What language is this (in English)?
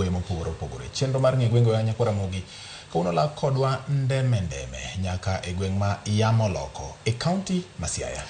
Luo (Kenya and Tanzania)